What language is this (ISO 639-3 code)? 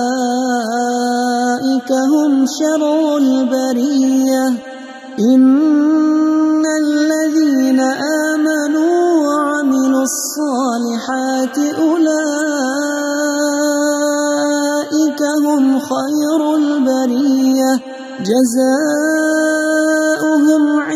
ara